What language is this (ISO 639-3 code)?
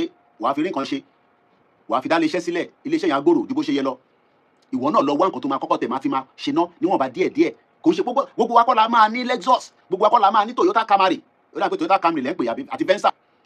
yor